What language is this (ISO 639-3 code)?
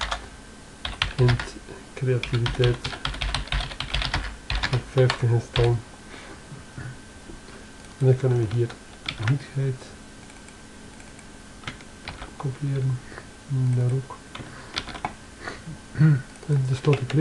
nld